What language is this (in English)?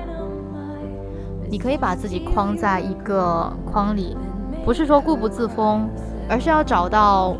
Chinese